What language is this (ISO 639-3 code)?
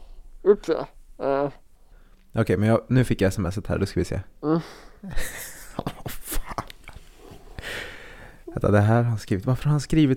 swe